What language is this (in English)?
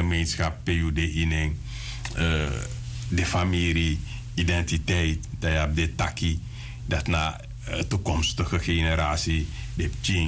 Sranan Tongo